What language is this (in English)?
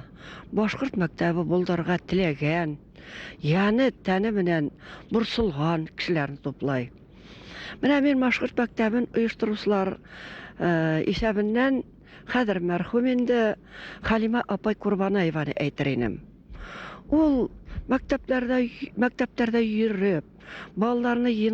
Bashkir